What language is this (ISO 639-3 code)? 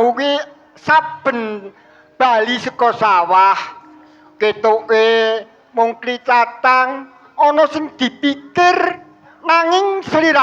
jav